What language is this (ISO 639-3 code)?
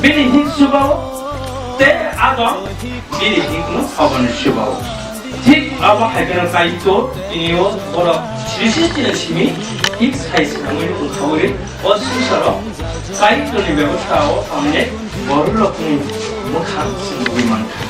trp